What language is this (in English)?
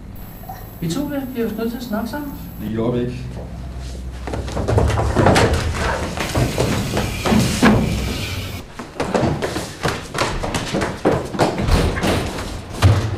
Danish